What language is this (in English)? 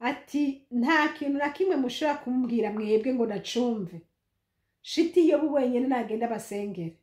Rundi